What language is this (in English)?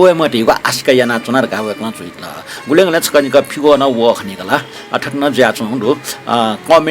Newari